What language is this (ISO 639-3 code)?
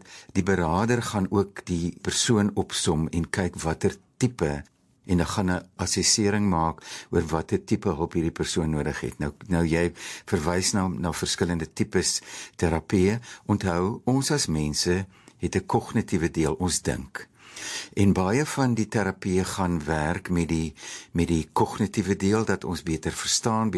afr